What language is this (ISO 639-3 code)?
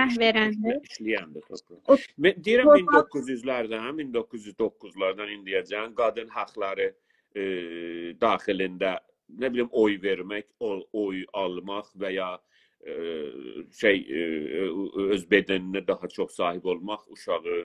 azb